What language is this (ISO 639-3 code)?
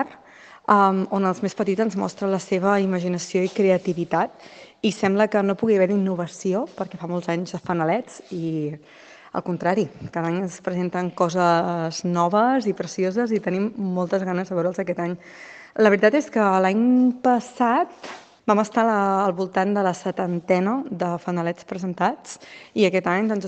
cat